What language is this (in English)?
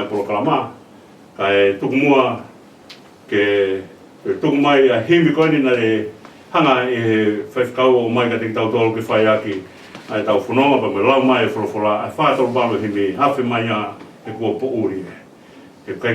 Tongan